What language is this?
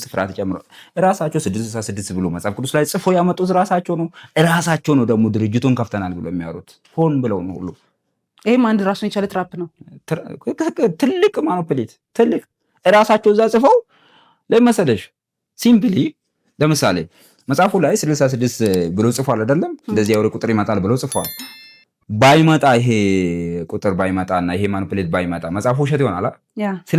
Amharic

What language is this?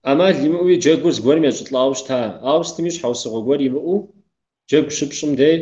Kabardian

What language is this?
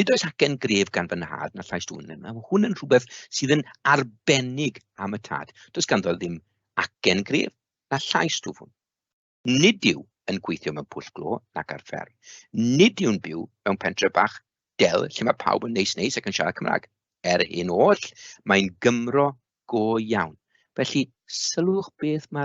Welsh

